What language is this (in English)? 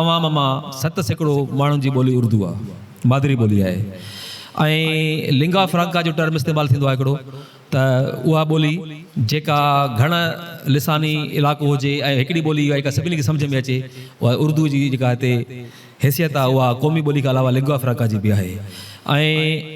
Sindhi